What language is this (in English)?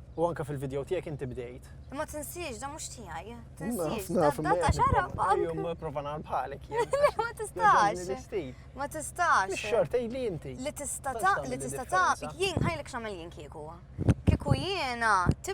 Maltese